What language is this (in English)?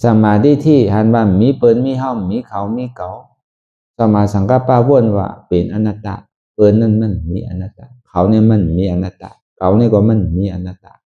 Shan